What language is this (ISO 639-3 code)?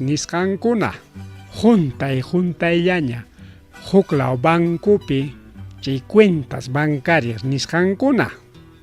quy